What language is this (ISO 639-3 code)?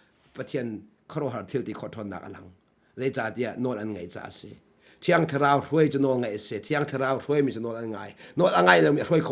cnh